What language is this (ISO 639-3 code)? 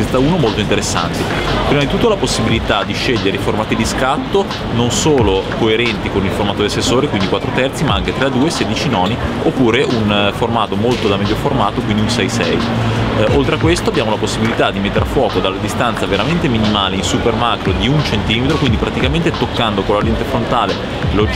ita